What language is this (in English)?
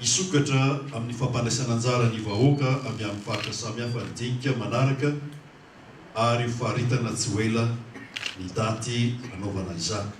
Malagasy